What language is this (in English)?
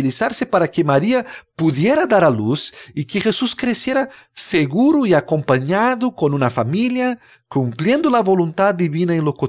Spanish